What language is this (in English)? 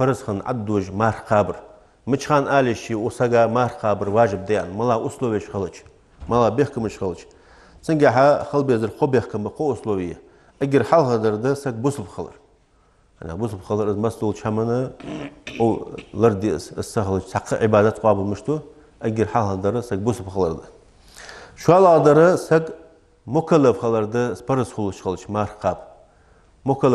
Ingush